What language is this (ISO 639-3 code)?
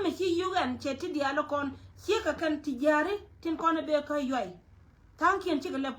nus